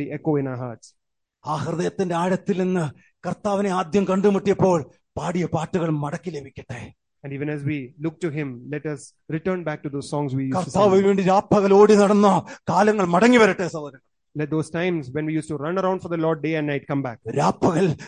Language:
Malayalam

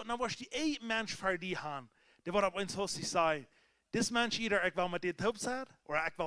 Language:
Plautdietsch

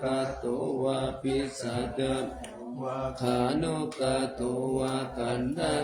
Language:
Pali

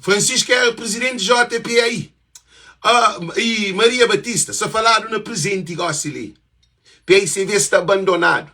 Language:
Kabuverdianu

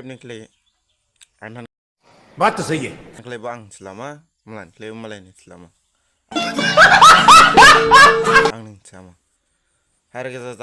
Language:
Dimasa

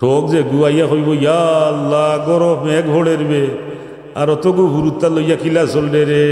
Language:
Sylheti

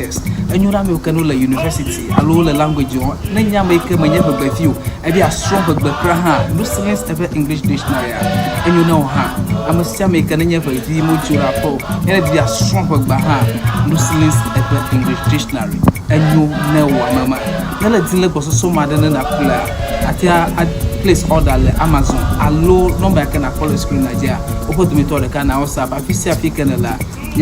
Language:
Ewe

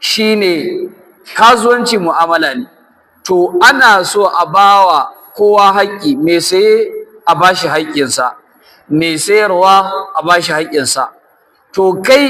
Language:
Hausa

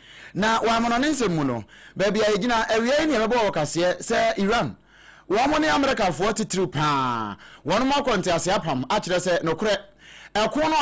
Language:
Akan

